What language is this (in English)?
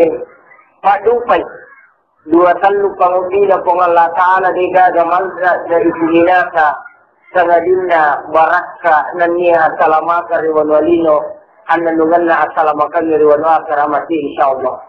Buginese